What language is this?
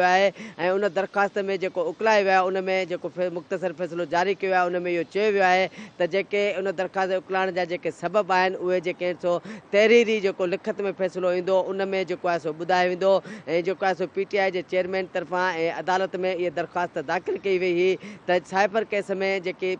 Sindhi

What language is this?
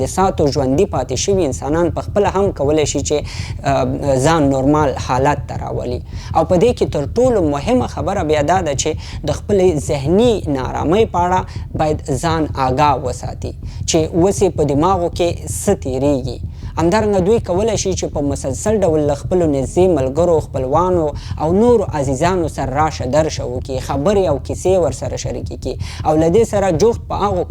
Pashto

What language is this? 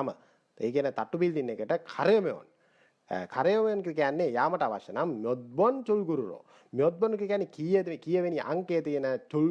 Sinhala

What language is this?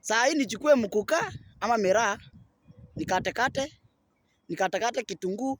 Swahili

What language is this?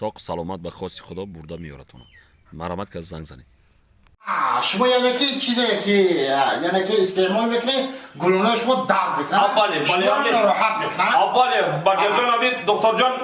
Tajik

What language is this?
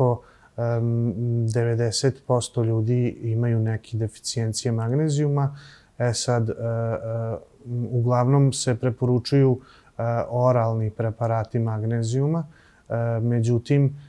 Serbian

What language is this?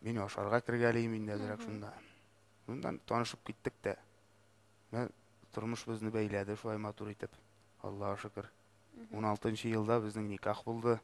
Tatar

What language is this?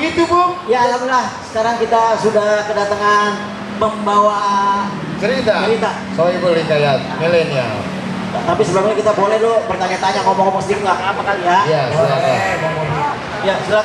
Betawi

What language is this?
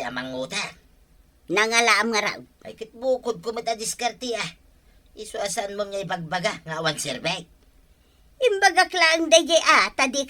Iloko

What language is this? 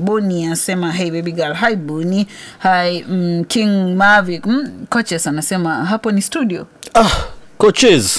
Swahili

